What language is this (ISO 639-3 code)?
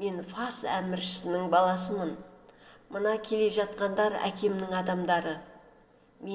kaz